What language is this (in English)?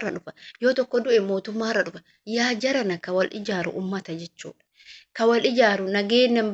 Oromo